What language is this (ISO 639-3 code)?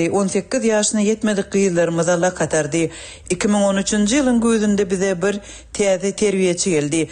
tuk